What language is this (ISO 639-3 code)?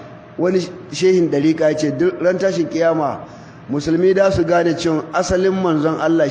hau